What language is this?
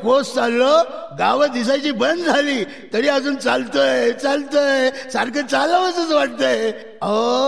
Marathi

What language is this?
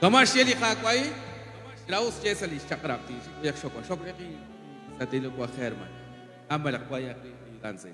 Kekchí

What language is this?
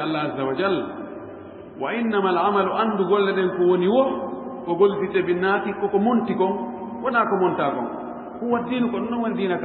Fula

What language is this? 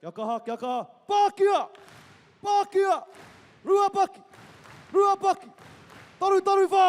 Māori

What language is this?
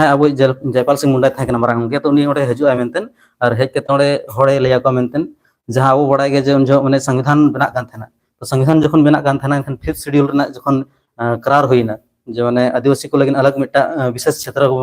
Santali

